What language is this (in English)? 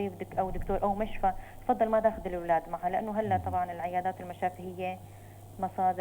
North Levantine Arabic